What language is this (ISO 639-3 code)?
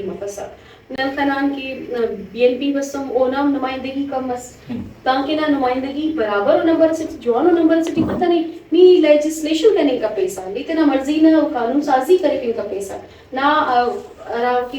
brh